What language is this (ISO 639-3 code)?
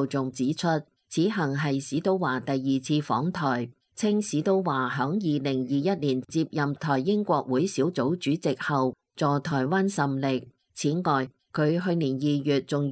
yue